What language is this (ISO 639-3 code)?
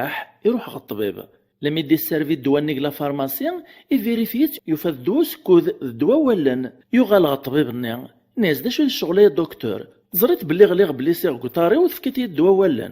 kab